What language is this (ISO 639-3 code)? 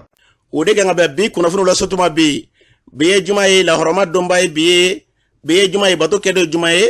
bam